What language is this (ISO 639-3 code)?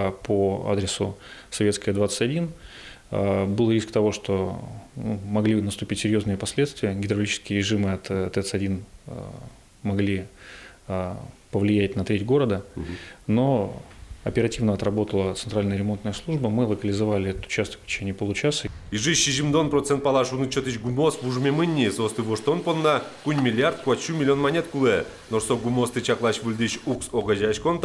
udm